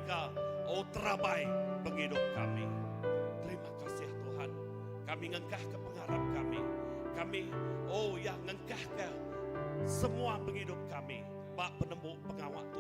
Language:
Iban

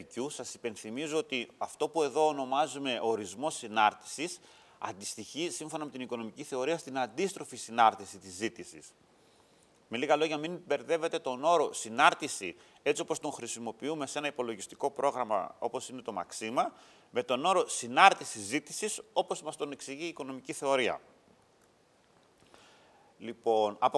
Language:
Greek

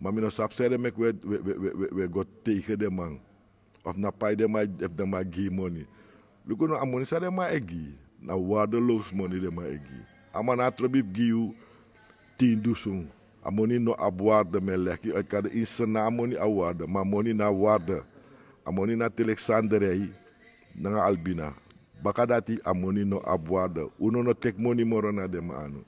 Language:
Sranan Tongo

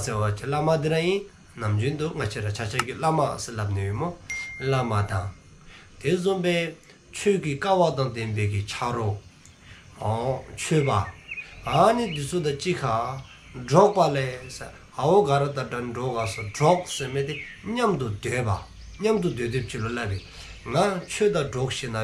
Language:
Dzongkha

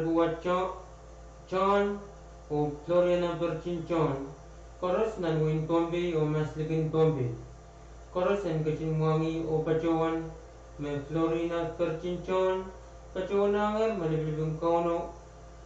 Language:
Pohnpeian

